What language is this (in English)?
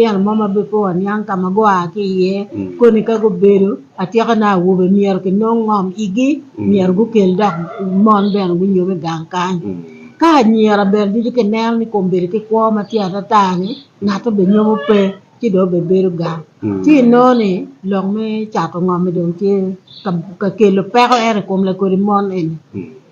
Acoli